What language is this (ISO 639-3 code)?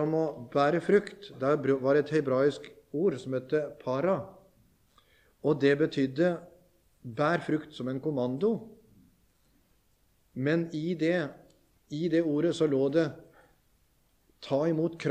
nor